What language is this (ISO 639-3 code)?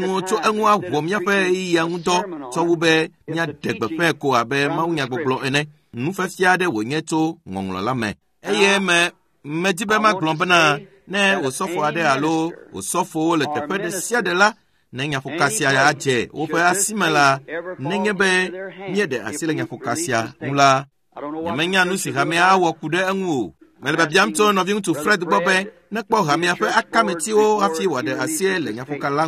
ewe